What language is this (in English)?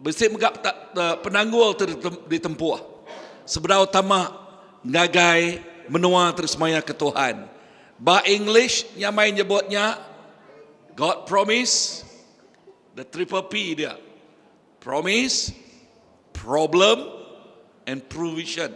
Iban